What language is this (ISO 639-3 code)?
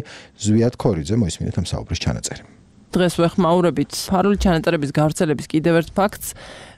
kat